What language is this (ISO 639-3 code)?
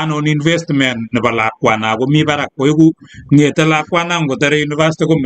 kln